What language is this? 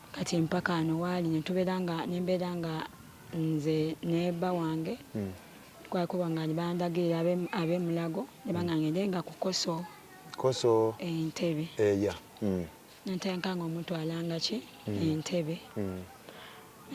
Ganda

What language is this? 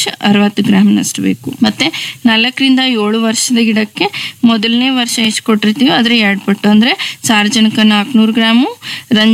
Kannada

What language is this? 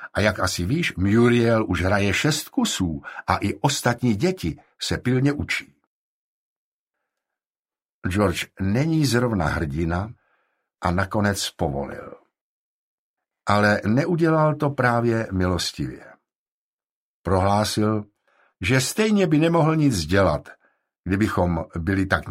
Czech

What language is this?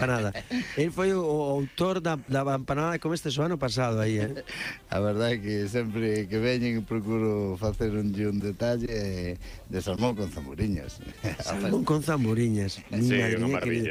Galician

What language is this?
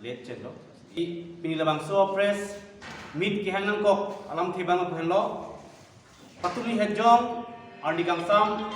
Karbi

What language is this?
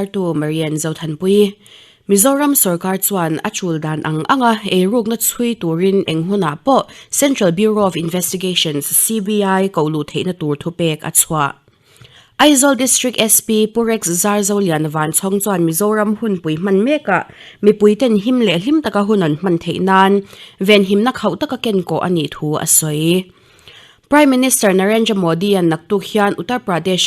Mizo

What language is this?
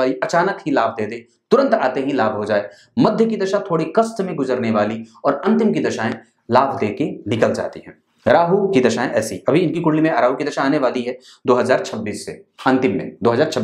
Hindi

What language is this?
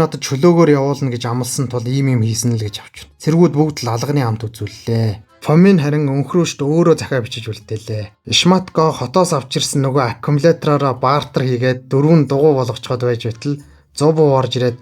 Mongolian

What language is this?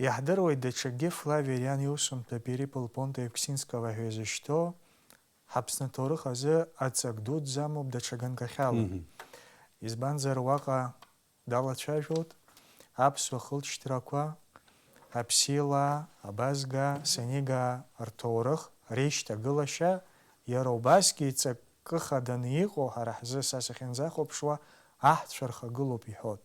Abkhazian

